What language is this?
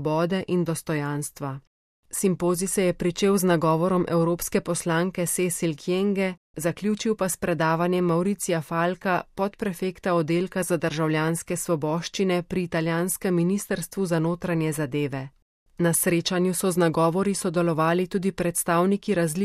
Slovenian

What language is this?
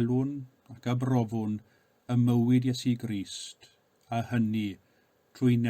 Welsh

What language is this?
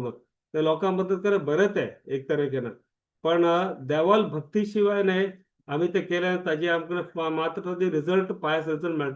Konkani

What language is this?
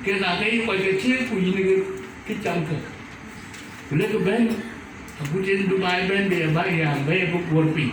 Dinka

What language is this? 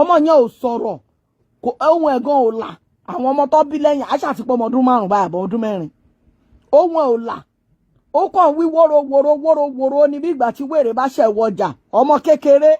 Yoruba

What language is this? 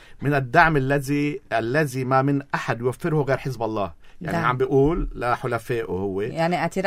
North Levantine Arabic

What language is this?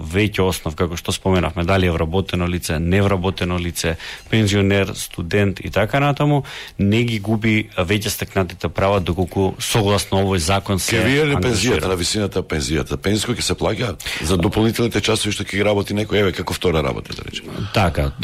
Macedonian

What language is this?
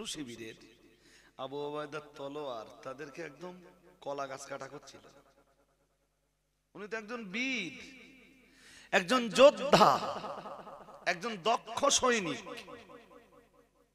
Bangla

